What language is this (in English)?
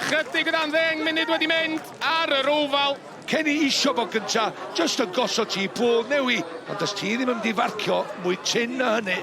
Welsh